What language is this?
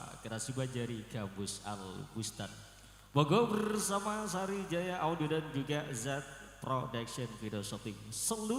Madurese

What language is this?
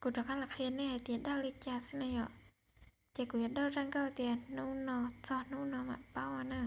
Hmong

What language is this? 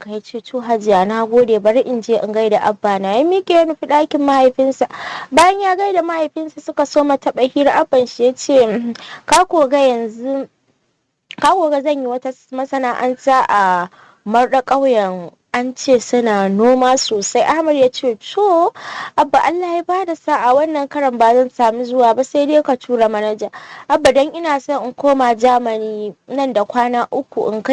Hausa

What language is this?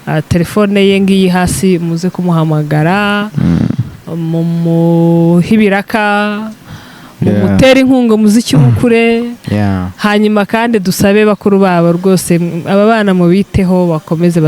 Kinyarwanda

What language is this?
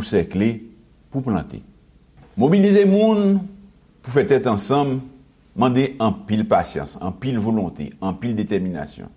Haitian Creole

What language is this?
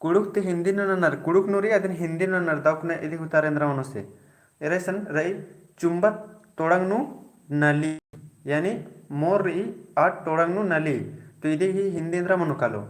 Kurukh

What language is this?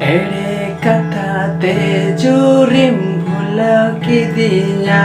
Santali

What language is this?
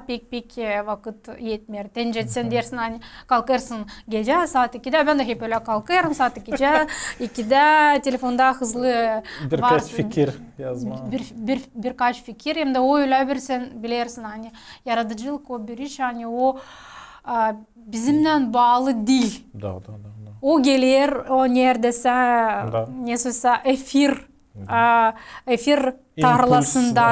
Gagauz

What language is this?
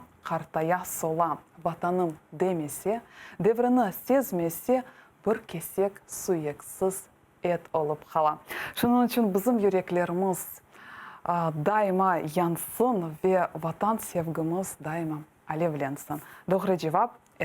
Crimean Tatar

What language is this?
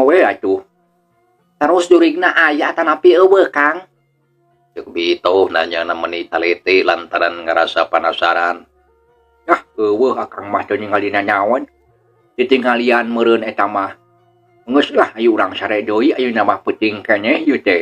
Sundanese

